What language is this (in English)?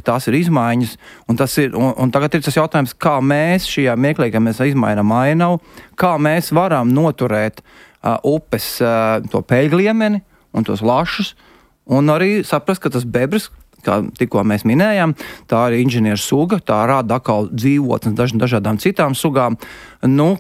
Latvian